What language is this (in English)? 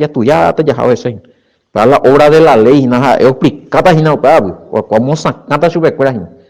Guarani